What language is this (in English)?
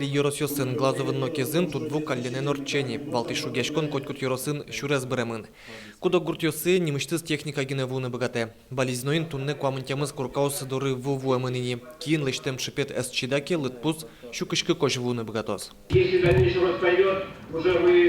Udmurt